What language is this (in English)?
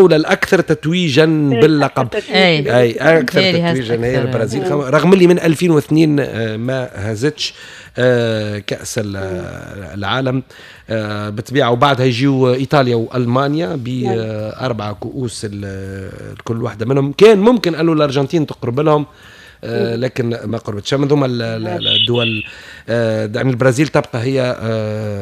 Tunisian Arabic